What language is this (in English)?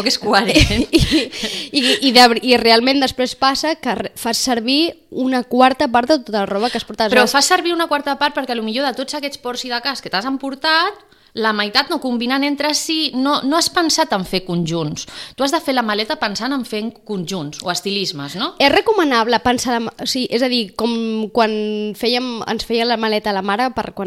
Catalan